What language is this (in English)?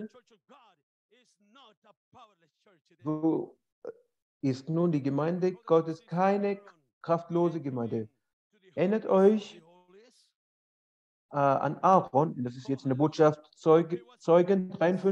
German